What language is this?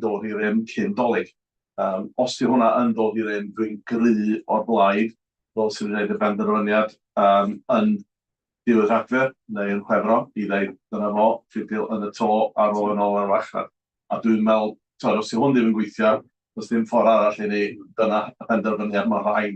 Welsh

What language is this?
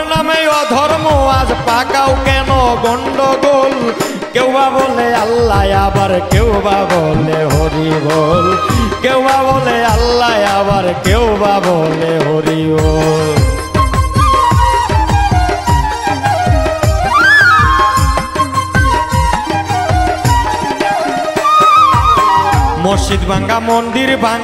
Bangla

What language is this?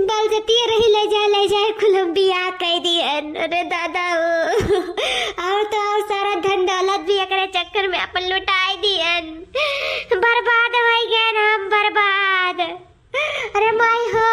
Awadhi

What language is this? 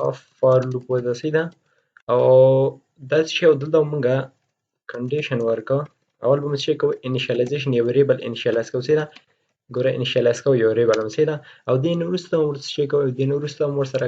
Pashto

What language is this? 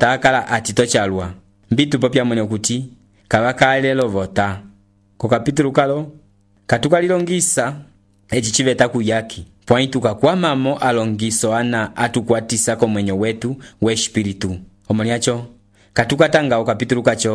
Umbundu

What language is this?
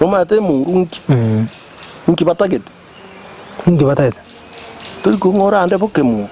Gusii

